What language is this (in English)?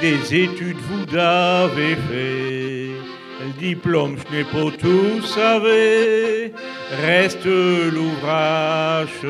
Picard